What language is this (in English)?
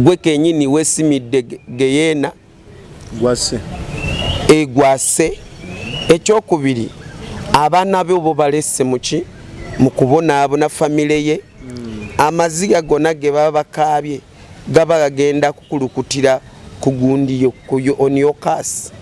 Ganda